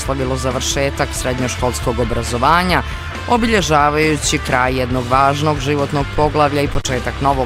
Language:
Bosnian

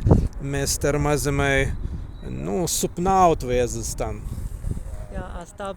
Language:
Prussian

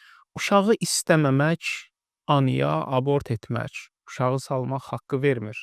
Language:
Azerbaijani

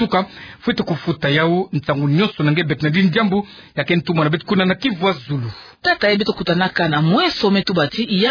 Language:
Kituba (Democratic Republic of Congo)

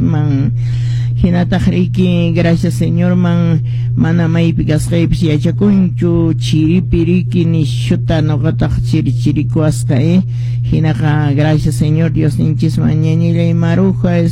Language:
Quechua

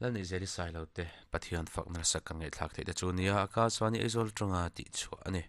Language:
Mizo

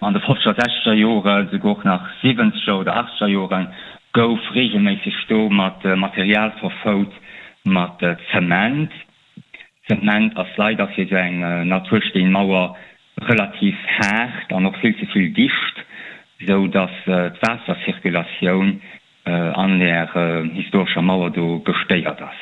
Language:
Luxembourgish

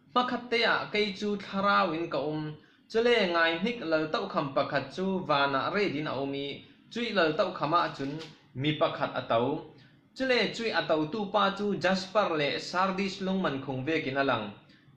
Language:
Falam Chin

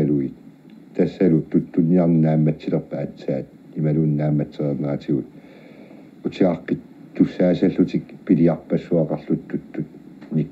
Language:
Kalaallisut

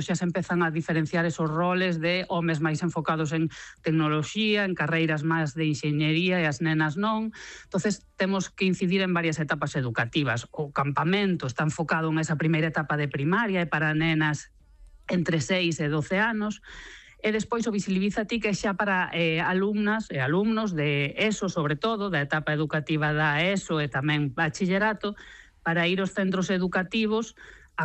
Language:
Galician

